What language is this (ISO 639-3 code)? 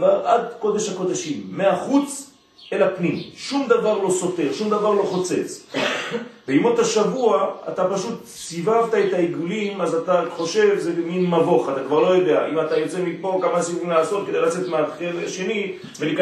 heb